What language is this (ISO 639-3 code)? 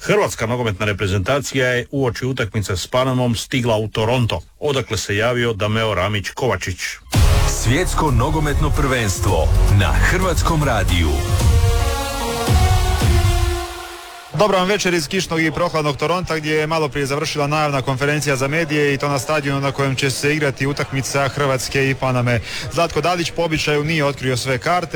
hrv